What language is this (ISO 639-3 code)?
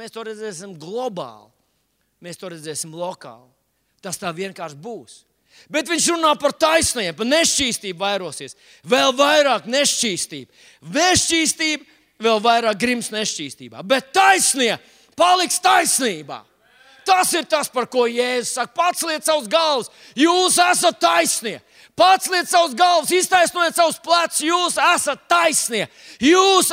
lav